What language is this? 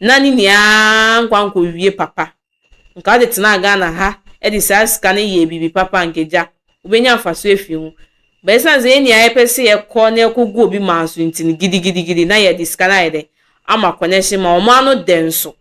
Akan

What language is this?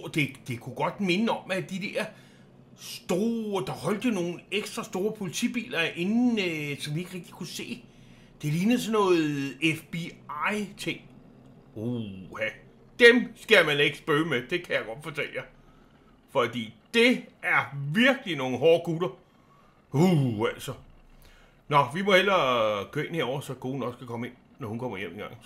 Danish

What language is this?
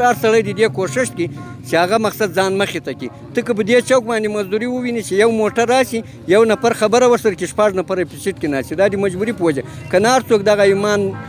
Pashto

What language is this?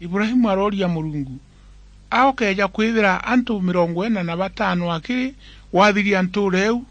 Meru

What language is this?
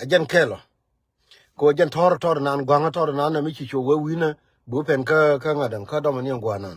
Nuer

